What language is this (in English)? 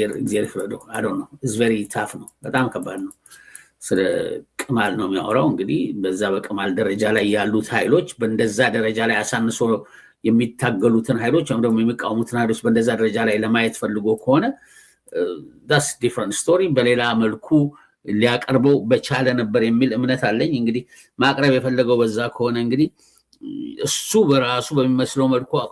Amharic